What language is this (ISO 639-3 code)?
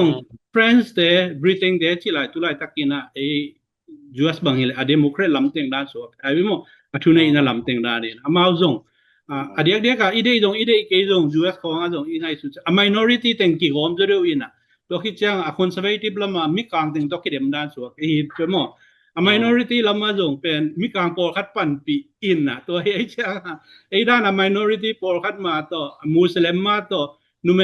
ctd